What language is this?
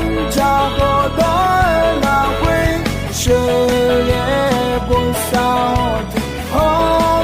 Akha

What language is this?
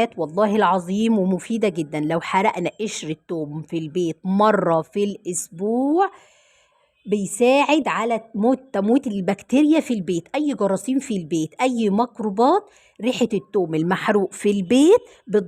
Egyptian Arabic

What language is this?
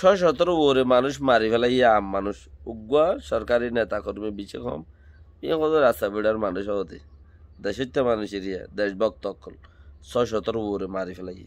Rohingya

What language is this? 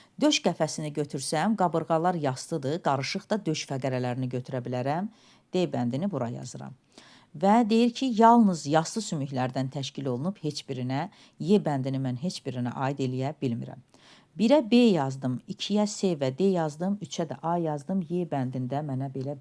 Azerbaijani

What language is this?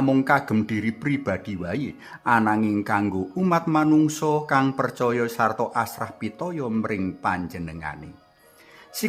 Javanese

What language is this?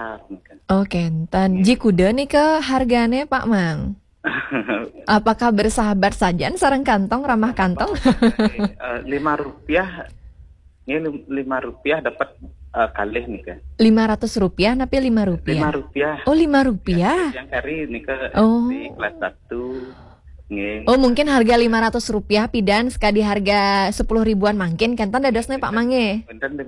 Balinese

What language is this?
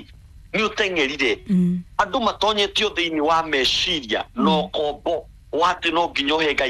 Kikuyu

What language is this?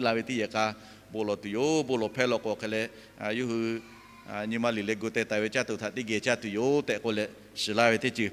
Lahu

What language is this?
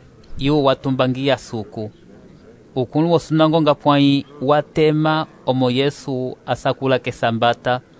Umbundu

